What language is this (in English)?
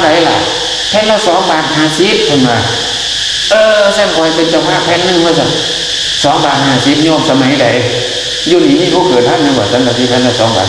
Northeastern Thai